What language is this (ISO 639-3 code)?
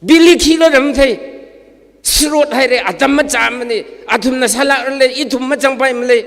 nmf